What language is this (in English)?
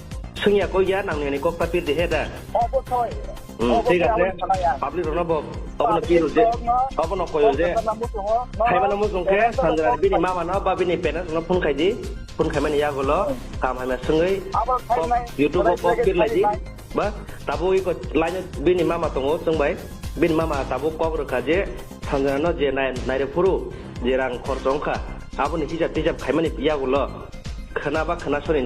Kok Borok